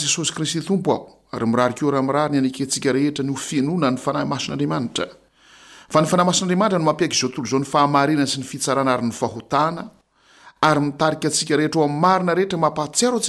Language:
Malagasy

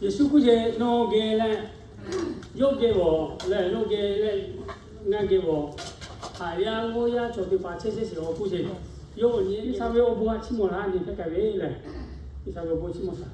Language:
Lahu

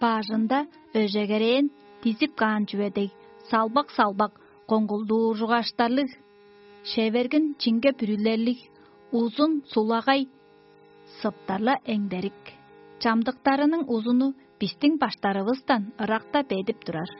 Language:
Tuvinian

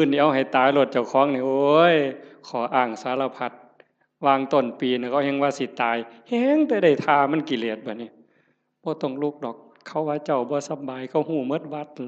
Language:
Northeastern Thai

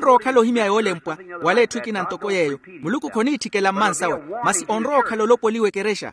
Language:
Makhuwa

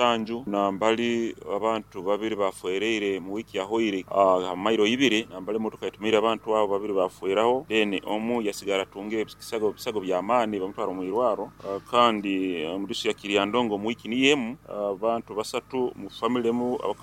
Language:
Nyankole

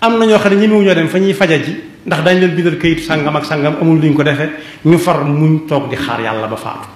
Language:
Wolof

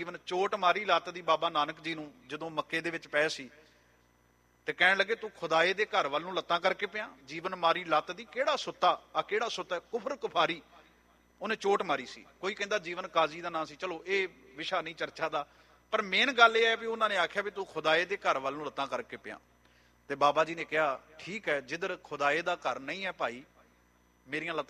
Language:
Punjabi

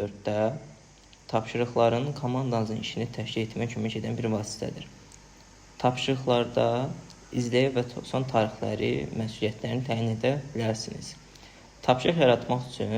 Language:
Azerbaijani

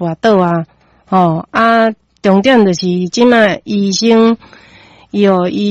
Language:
Min Nan Chinese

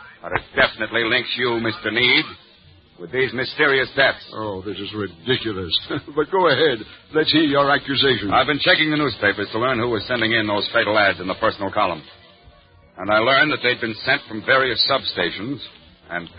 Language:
English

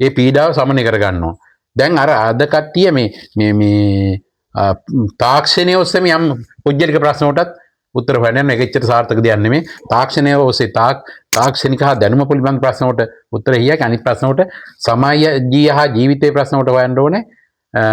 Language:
Sinhala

